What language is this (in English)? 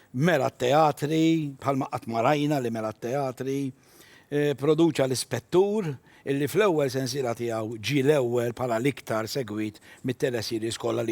Maltese